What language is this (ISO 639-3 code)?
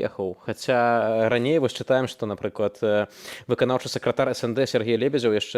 bel